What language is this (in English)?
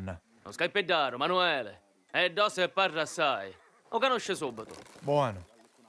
Sicilian